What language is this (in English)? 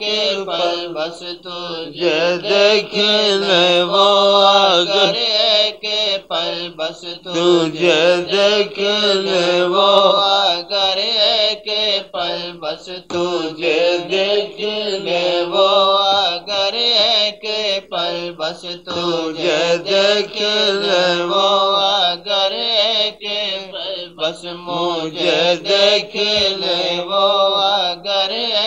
Urdu